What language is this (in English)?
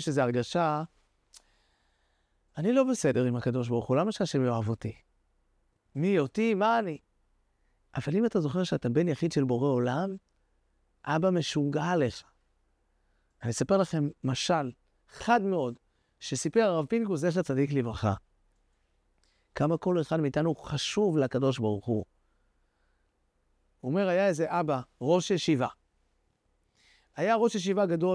Hebrew